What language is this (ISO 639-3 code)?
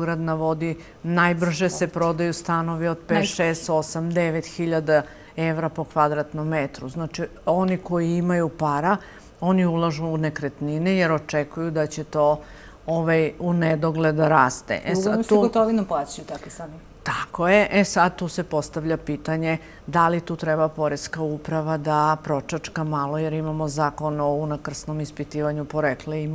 srp